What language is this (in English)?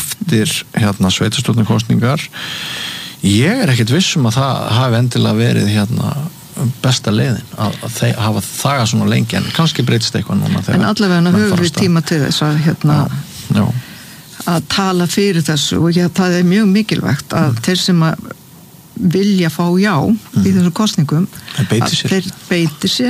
Icelandic